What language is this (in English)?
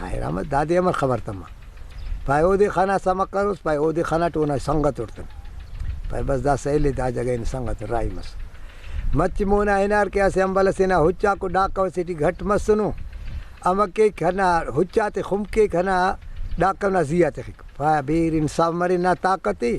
Brahui